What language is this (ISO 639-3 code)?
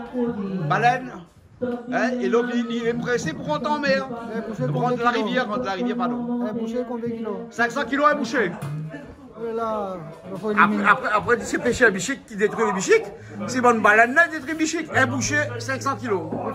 rcf